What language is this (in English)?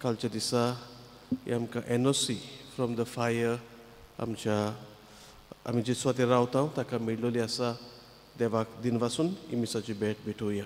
Konkani